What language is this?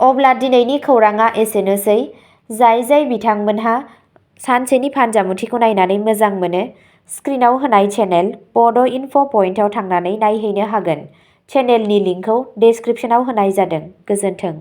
Bodo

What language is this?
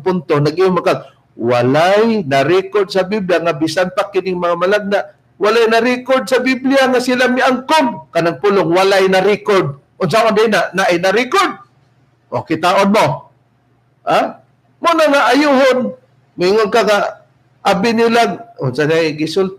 Cebuano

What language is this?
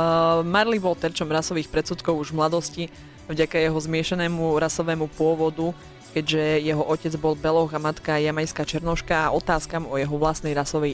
Slovak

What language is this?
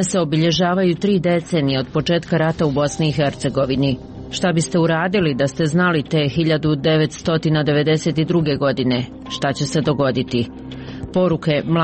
Serbian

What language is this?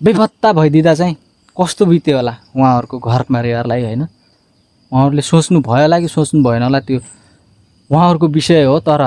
Nepali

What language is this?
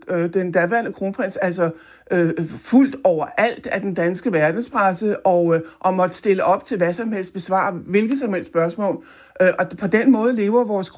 Danish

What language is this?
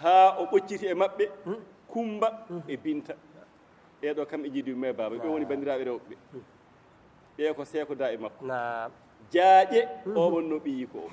Fula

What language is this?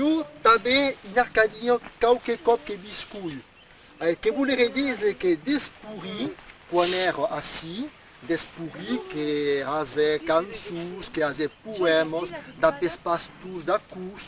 Occitan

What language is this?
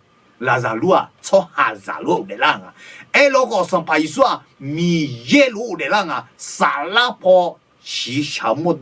Akha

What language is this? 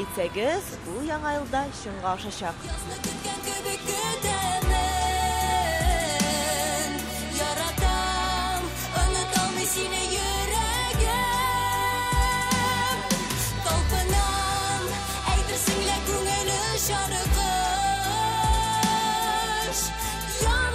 Tatar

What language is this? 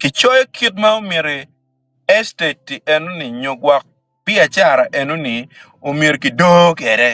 Acoli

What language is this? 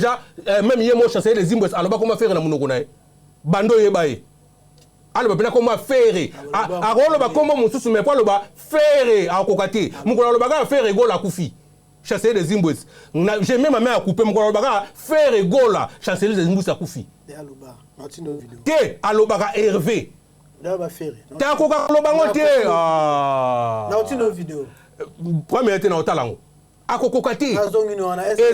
Lingala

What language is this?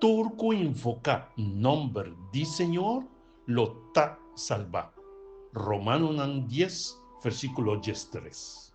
Papiamento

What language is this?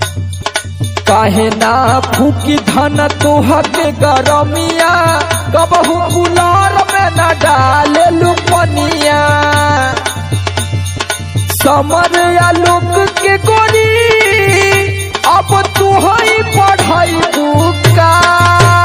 Bhojpuri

